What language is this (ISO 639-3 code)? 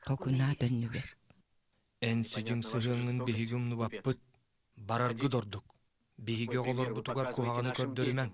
sah